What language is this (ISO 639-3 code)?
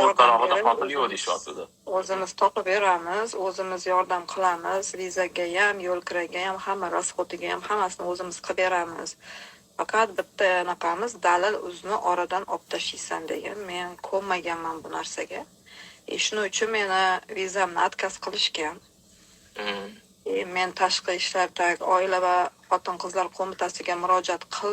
uzb